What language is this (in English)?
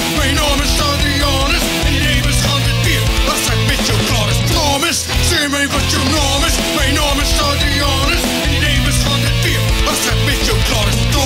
Afrikaans